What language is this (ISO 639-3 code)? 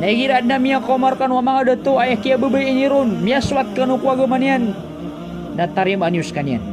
mrw